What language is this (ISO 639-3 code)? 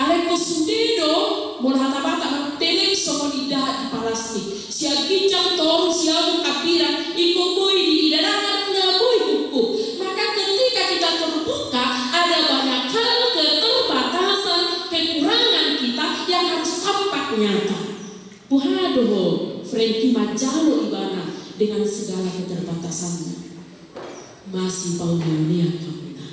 bbc